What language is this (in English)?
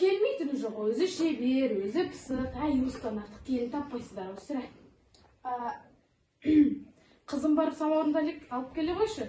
Kazakh